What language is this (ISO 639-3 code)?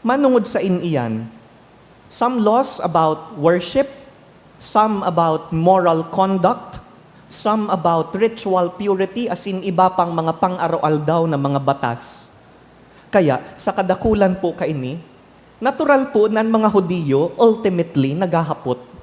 bik